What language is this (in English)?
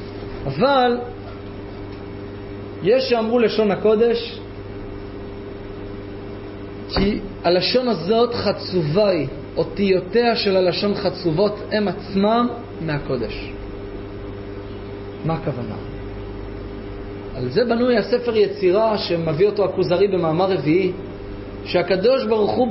Hebrew